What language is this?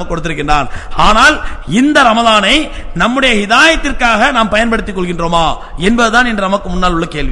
Tamil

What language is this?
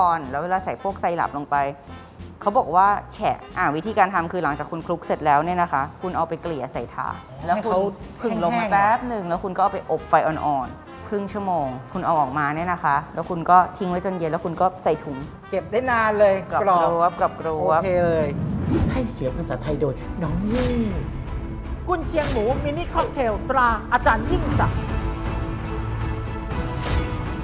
Thai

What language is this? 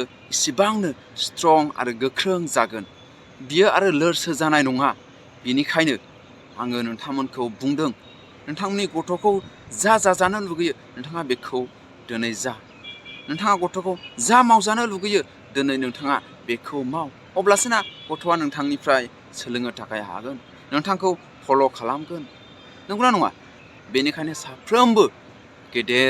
Bodo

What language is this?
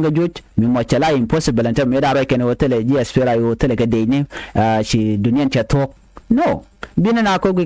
Nuer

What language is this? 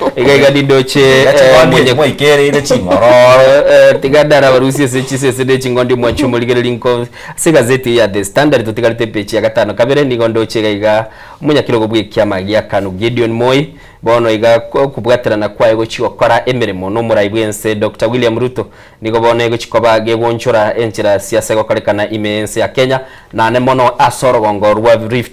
Gusii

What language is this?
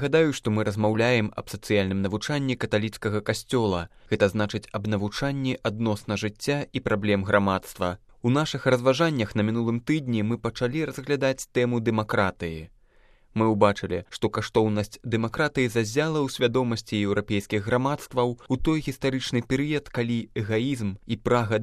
Belarusian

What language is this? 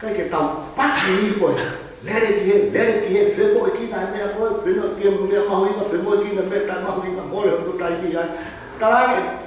Tongan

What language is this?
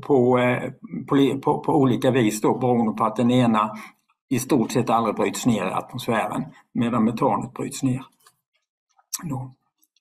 Swedish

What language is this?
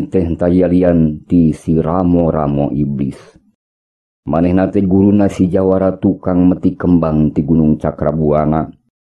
Sundanese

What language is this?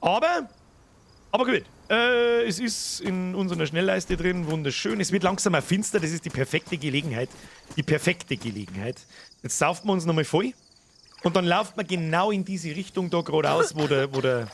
Bavarian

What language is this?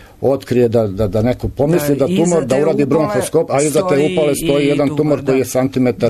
Serbian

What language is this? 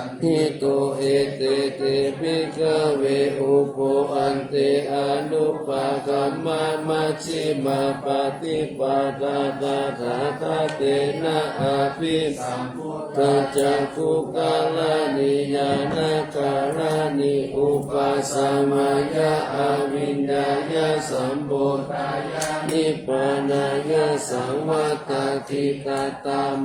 Pali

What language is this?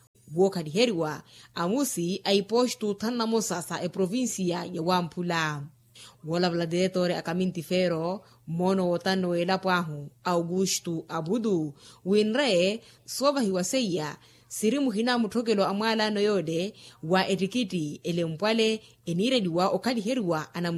Makhuwa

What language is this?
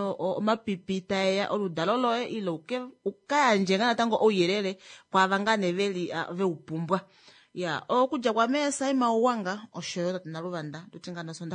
Kuanyama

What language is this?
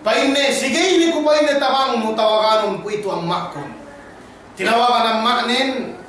Yakan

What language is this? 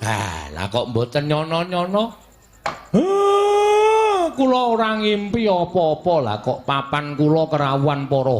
Javanese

